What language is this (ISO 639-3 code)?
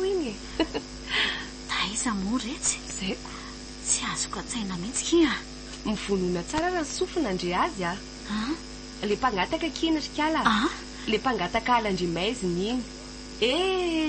mlg